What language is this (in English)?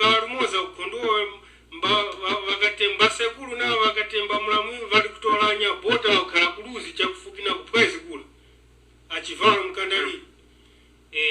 Tumbuka